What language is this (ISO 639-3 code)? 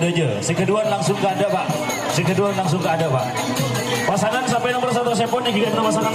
mad